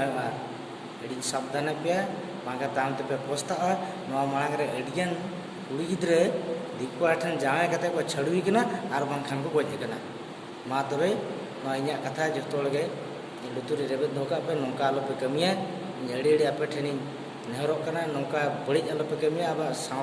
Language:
Santali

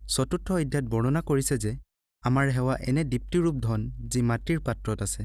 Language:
Assamese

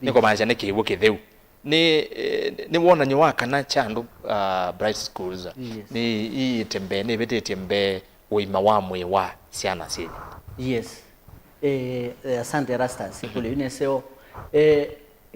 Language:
Kamba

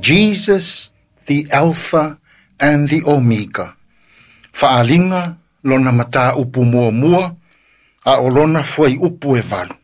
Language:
Samoan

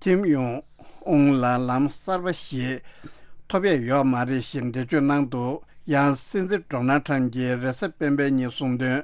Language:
Tibetan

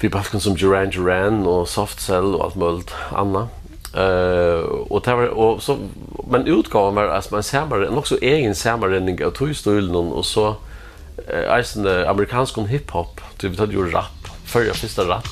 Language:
Faroese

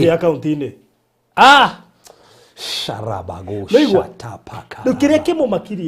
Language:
Kikuyu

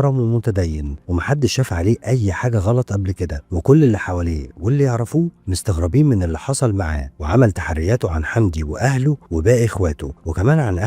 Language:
Egyptian Arabic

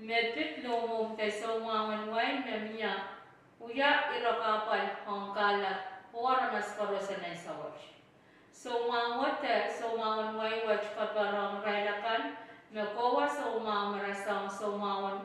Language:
Pohnpeian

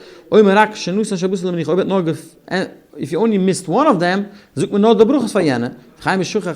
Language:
Yiddish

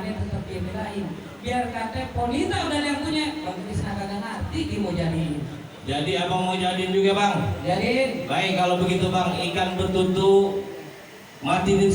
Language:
Betawi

